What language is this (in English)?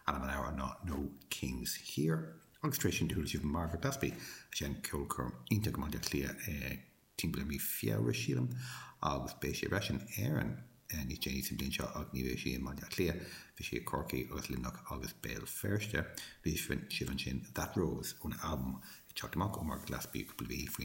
Irish